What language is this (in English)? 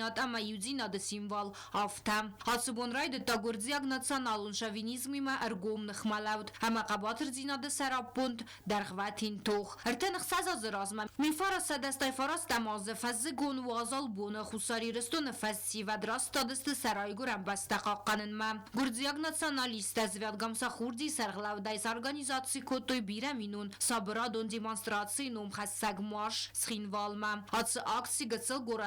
Ossetic